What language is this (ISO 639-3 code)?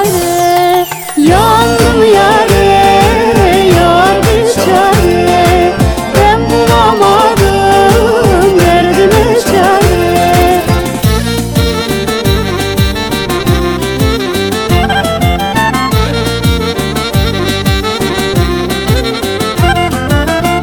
tur